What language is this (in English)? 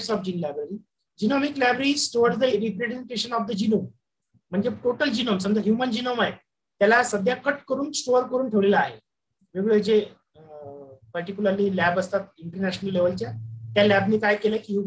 Marathi